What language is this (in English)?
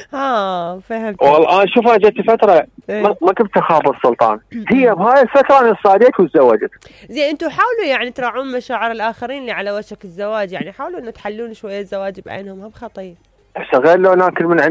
Mesopotamian Arabic